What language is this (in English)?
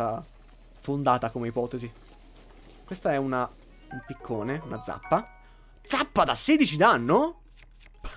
Italian